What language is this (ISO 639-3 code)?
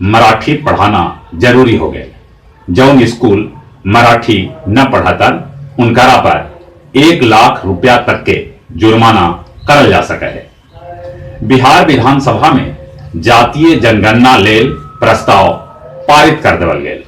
mag